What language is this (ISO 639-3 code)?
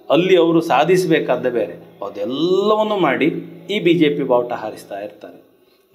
kan